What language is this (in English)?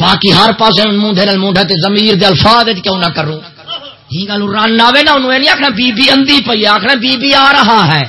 Saraiki